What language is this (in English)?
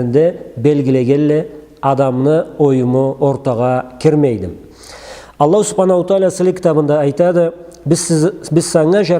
Karachay-Balkar